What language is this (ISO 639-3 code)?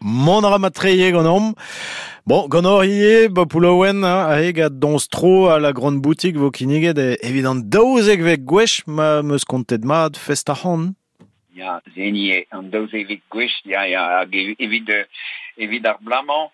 bre